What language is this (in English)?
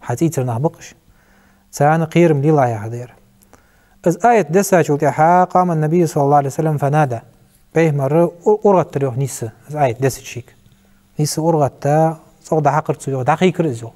Ingush